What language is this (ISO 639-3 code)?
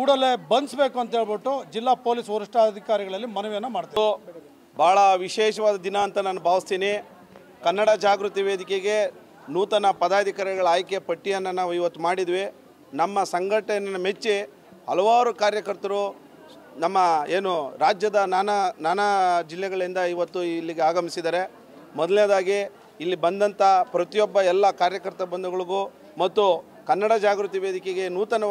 kan